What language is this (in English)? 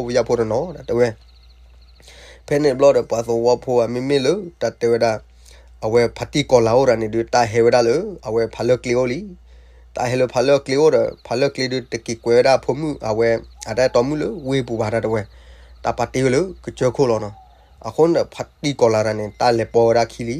S'gaw Karen